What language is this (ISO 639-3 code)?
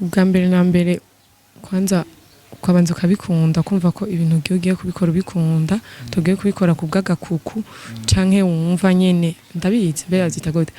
run